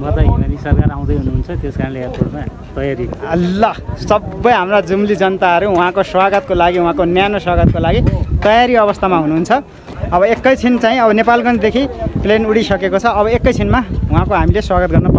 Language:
Nepali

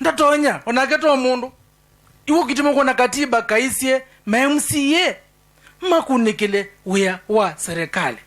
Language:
Kamba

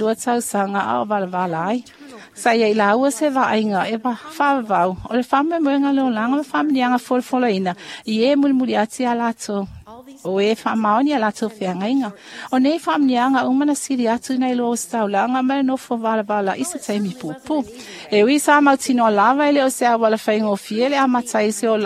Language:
Samoan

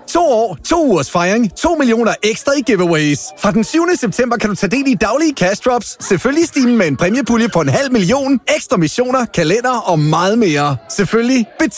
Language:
Danish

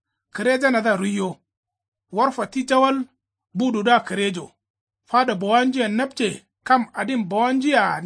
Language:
Kanuri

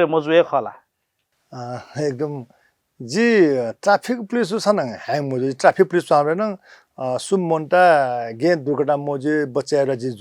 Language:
Newari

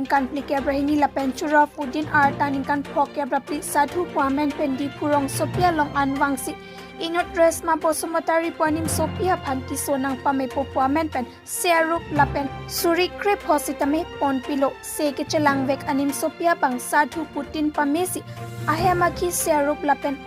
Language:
Karbi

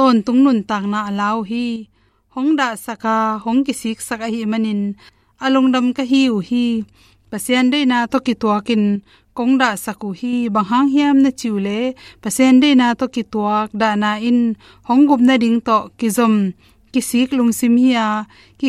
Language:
Tedim Chin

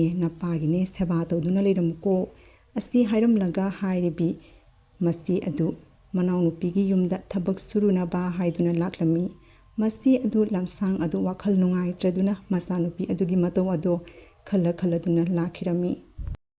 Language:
Manipuri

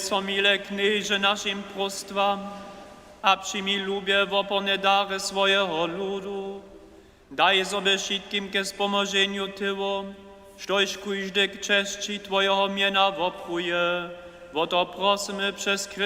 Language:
Upper Sorbian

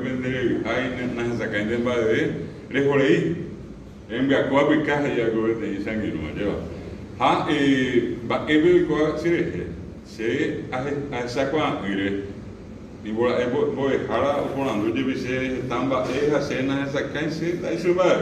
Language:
Guarani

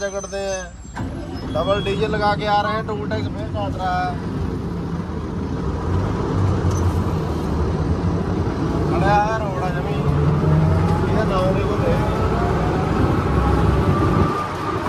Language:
Punjabi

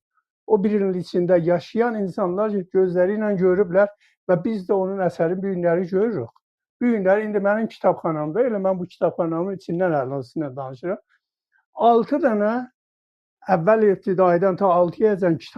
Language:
South Azerbaijani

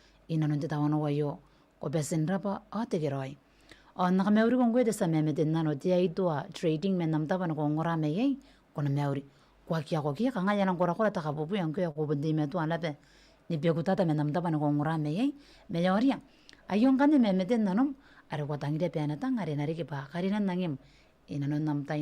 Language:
Gilbertese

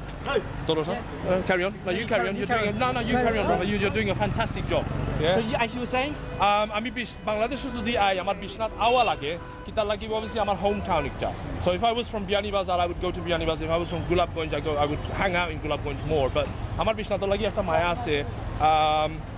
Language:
Sylheti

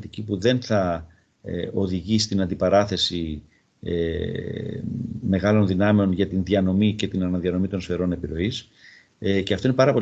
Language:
Greek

